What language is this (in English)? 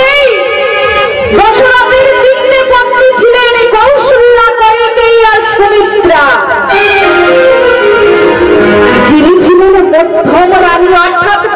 Bangla